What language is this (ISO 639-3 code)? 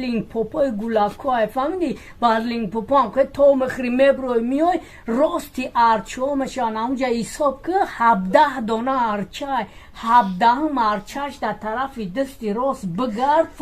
tgk